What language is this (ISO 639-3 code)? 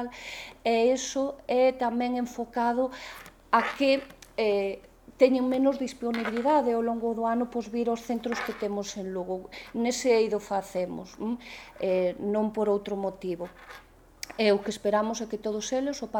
glg